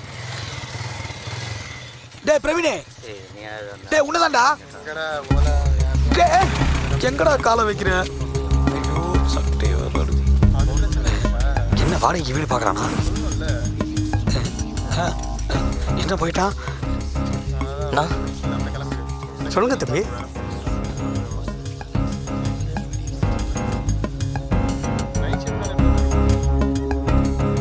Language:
Tamil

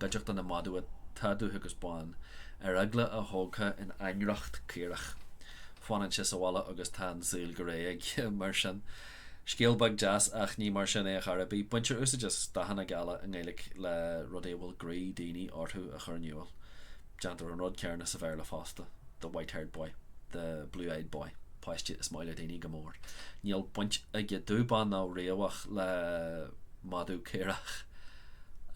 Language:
Irish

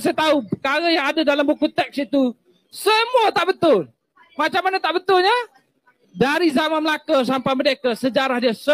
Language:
Malay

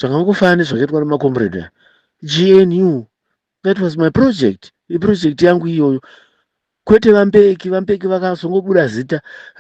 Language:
Shona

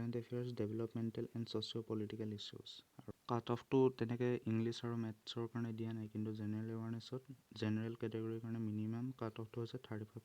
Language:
Assamese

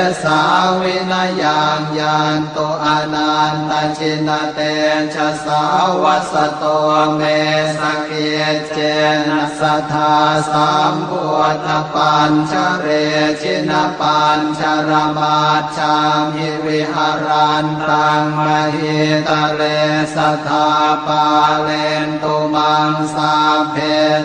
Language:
Pali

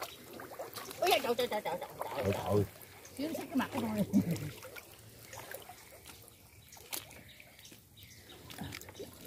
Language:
Vietnamese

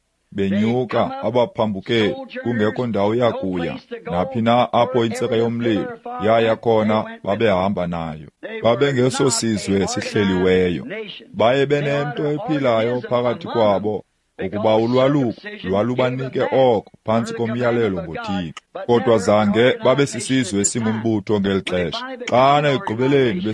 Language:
Xhosa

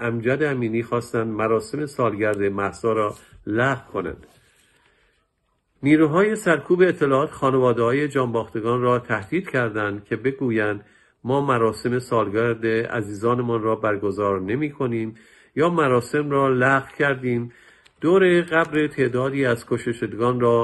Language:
Persian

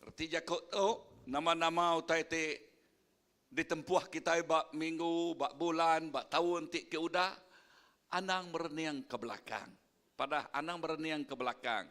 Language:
Iban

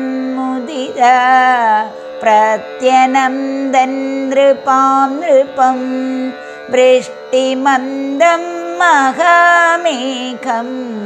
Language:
Malayalam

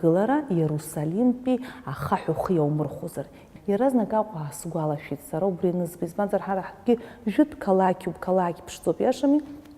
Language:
Abkhazian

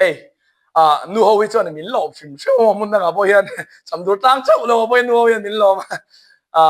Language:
Mizo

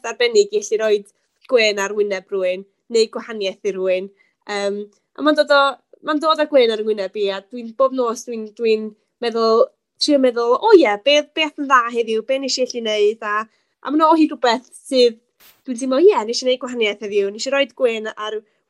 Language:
Welsh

